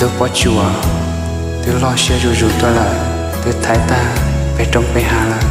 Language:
Hmong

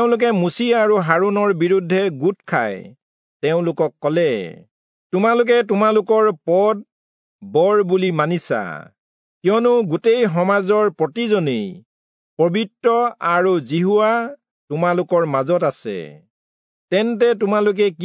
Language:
Assamese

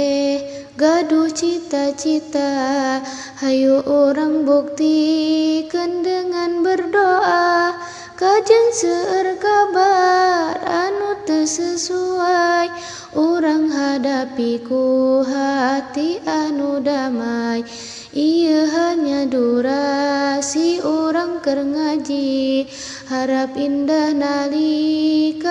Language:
Sundanese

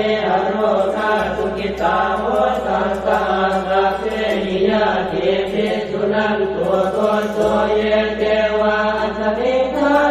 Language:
Pali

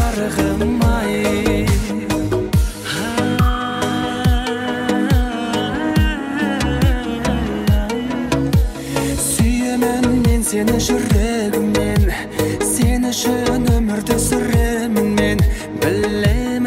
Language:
Kazakh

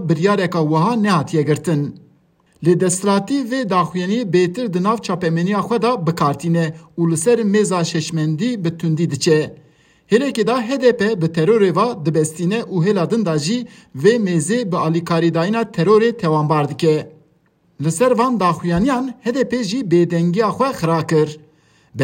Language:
Kurdish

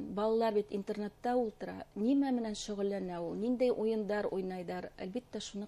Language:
Bashkir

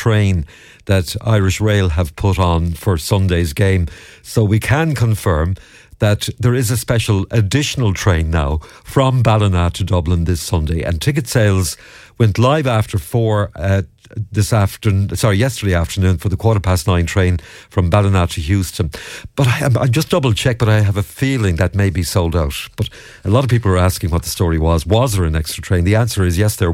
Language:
English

